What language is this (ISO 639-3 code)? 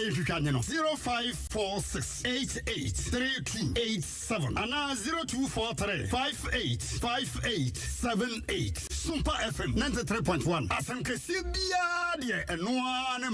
aka